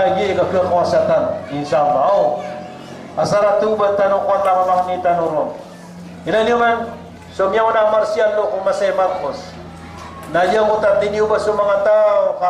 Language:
Maranao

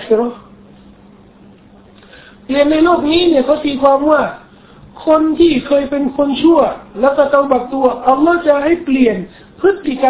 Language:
Thai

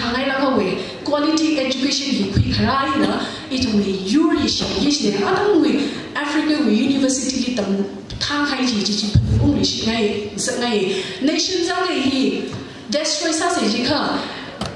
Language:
Tangkhul Naga (India)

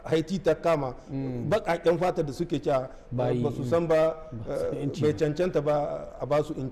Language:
Hausa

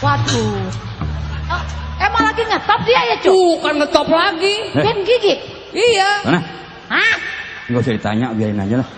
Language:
Betawi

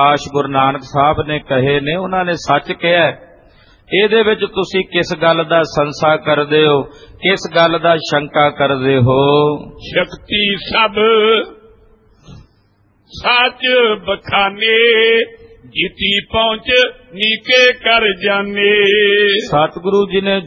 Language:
Punjabi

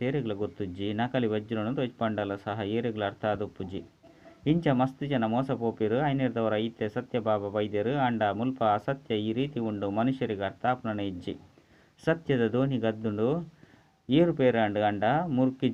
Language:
Tulu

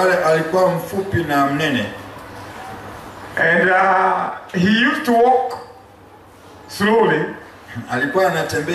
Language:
Swahili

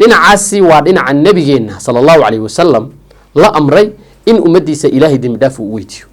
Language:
Somali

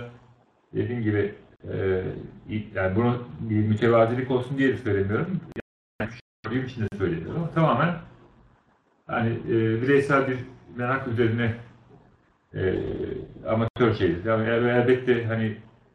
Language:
Turkish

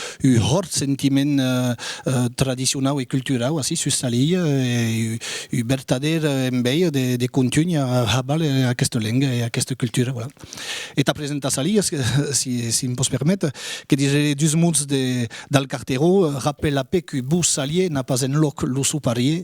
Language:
Occitan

